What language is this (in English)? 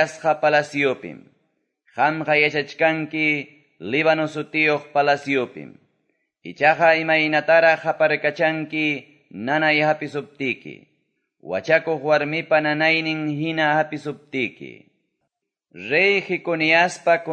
Quechua